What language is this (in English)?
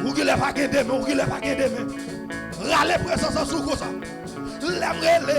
Haitian Creole